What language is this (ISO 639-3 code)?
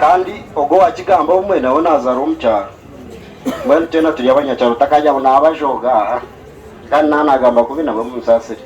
nyn